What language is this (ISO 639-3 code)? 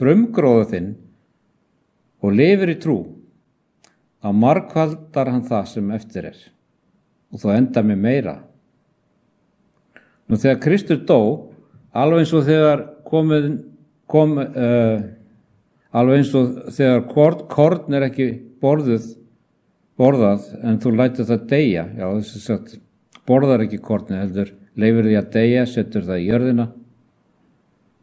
isl